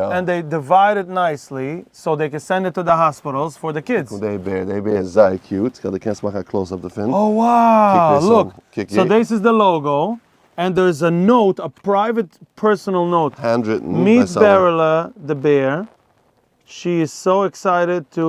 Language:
Yiddish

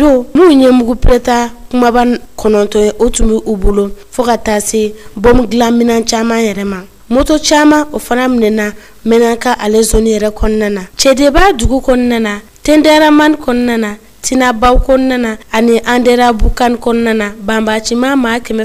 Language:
Bambara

